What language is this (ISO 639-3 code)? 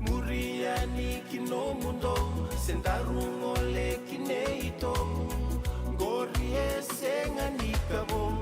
fij